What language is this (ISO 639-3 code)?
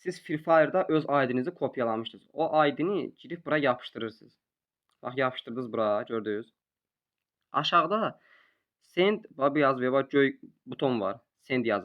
aze